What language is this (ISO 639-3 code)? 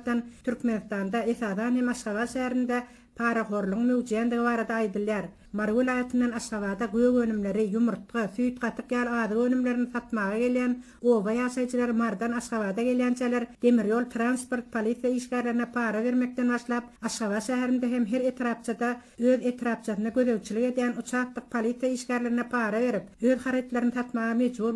tuk